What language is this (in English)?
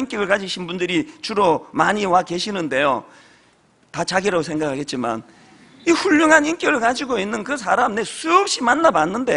Korean